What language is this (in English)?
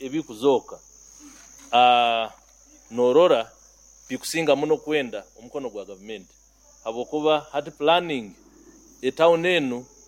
Nyoro